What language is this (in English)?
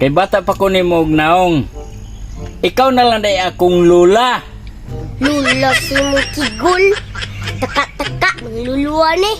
Cebuano